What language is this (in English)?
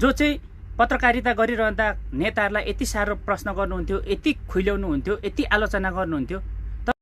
Nepali